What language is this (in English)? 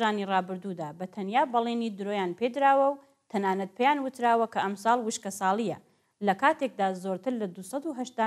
Central Kurdish